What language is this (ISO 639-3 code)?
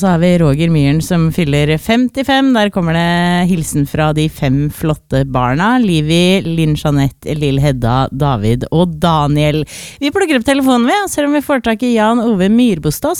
nor